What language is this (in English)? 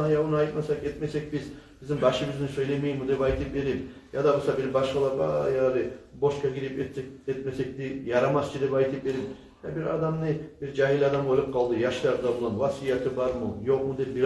Kumyk